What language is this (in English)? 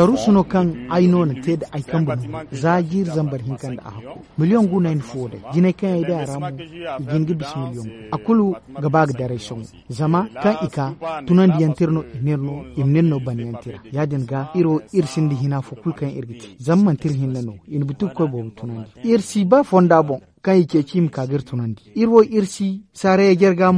Zarma